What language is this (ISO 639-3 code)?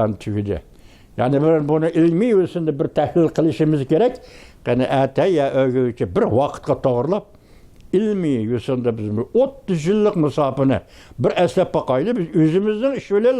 uig